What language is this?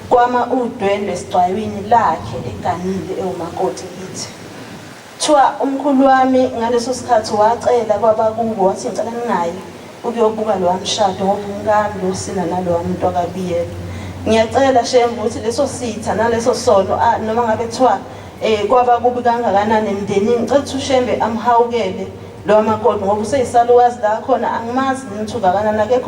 Zulu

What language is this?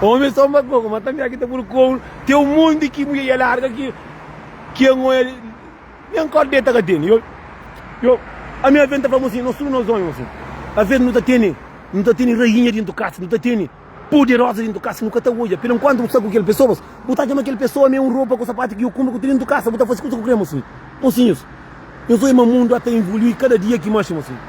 Kabuverdianu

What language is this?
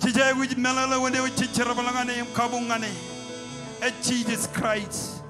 Marshallese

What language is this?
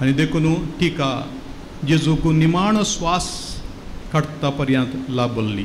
Konkani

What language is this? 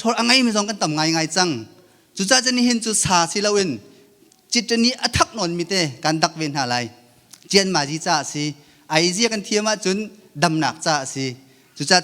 Hakha Chin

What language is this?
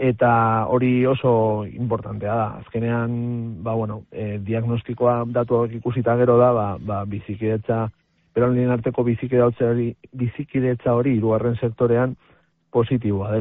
Basque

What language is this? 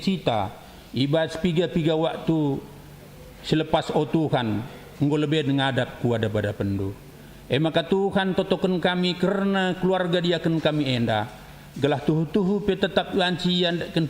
Batak Karo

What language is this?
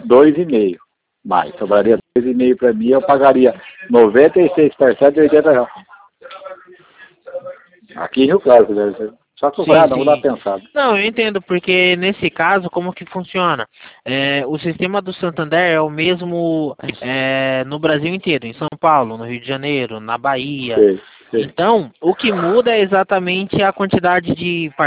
Portuguese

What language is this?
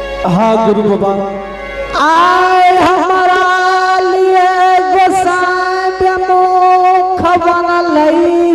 Angika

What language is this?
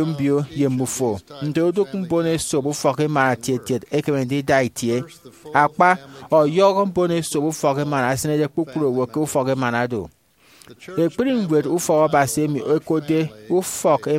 Efik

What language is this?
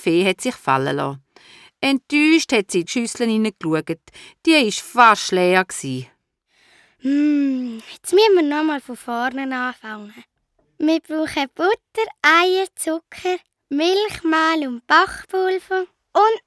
Swiss German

